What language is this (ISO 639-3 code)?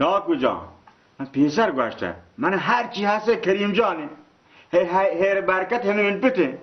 bal